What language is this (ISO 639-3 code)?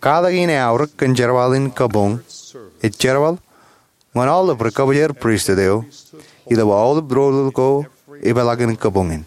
mah